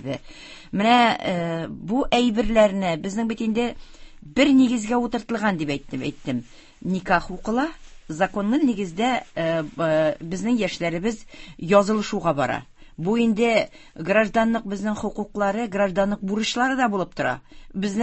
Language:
Tatar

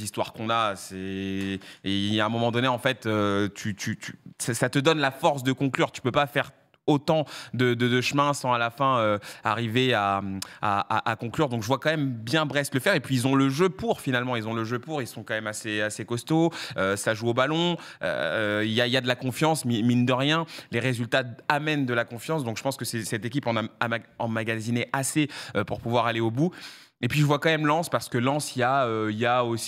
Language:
French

